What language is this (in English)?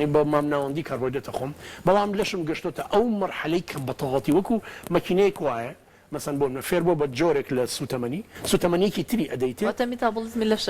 Central Kurdish